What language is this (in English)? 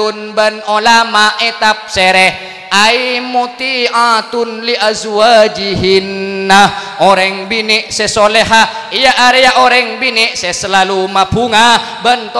Madurese